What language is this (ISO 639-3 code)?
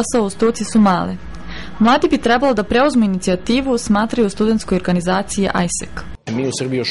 srp